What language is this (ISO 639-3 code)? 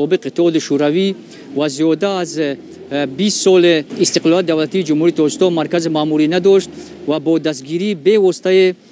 tgk